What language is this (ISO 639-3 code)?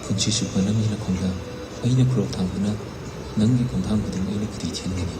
mni